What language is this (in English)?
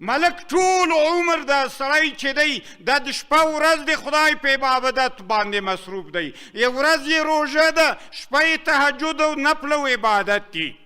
Pashto